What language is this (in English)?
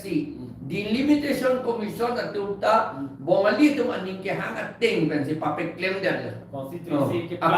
Karbi